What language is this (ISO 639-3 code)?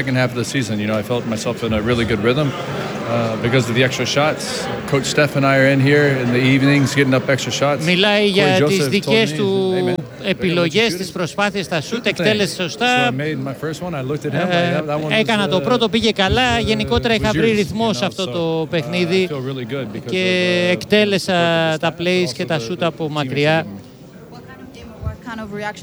ell